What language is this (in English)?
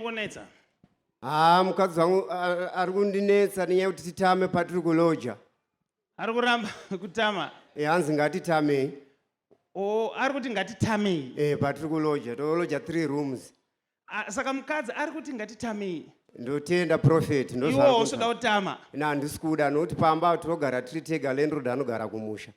Shona